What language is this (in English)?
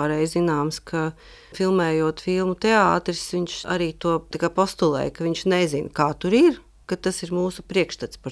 Latvian